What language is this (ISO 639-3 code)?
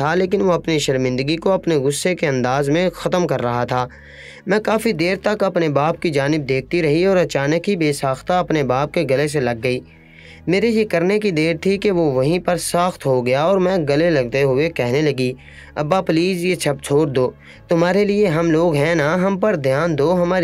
urd